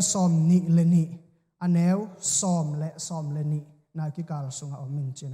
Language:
Tedim Chin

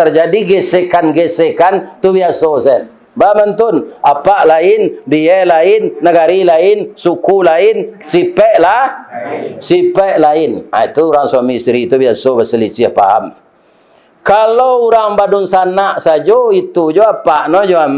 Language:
Minangkabau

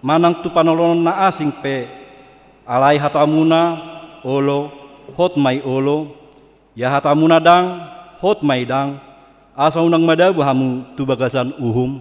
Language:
Batak Toba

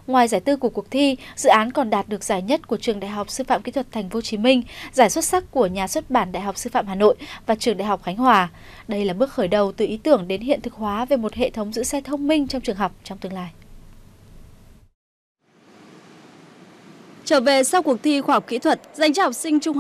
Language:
Vietnamese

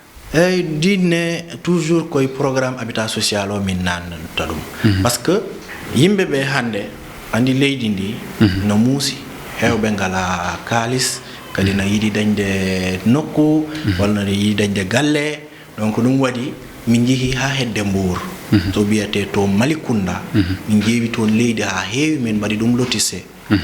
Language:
Fula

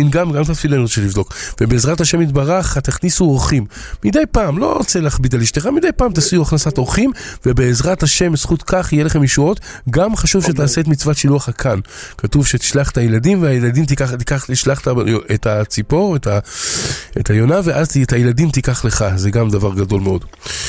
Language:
Hebrew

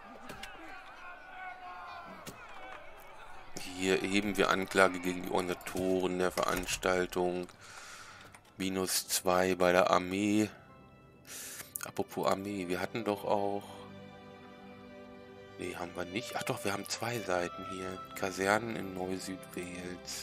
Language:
German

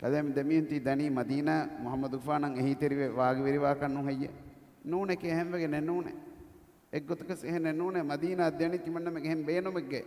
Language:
Divehi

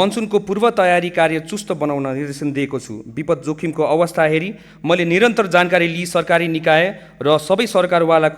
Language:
Nepali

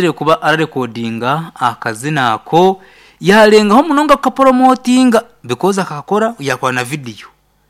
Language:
Nyankole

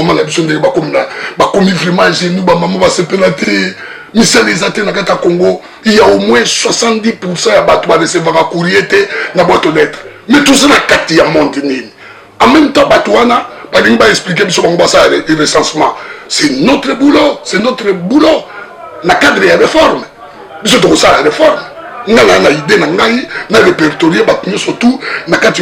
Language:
Lingala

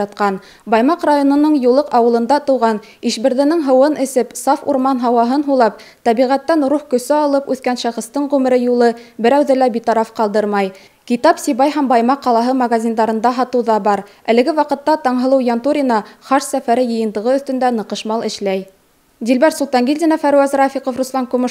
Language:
Bashkir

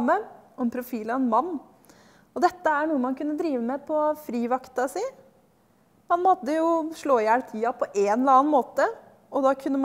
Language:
Norwegian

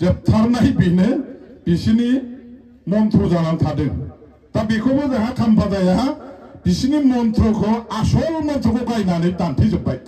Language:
Bodo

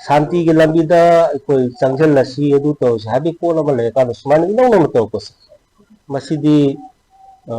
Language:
Manipuri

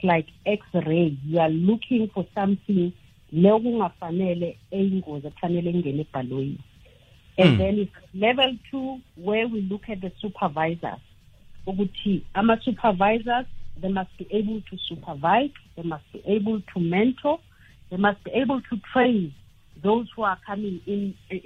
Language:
South Ndebele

